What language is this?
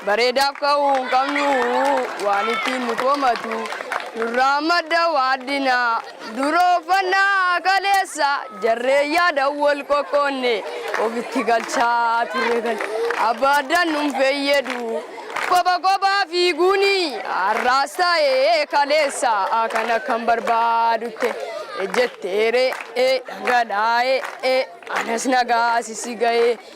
Oromo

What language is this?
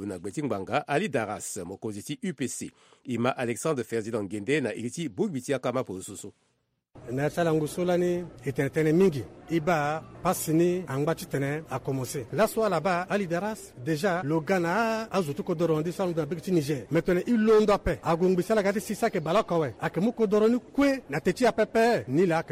Sango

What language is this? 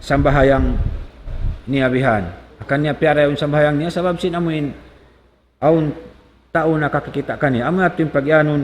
Tausug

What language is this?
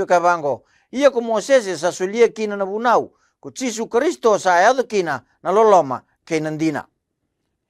Fijian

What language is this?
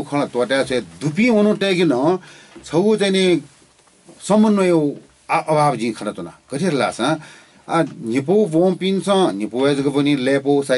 Newari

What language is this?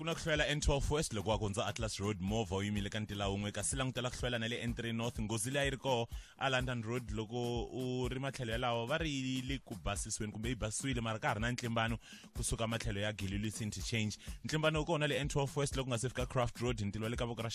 Tsonga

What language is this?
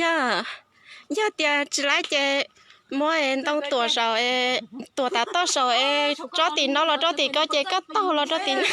Hmong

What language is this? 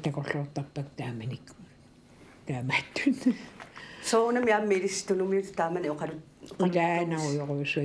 Kalaallisut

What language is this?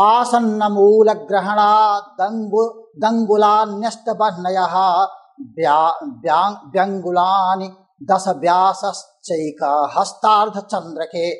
Sanskrit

